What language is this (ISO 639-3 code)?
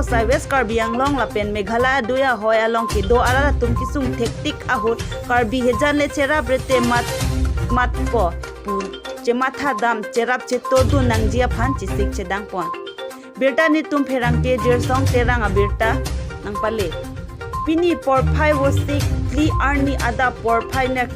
mjw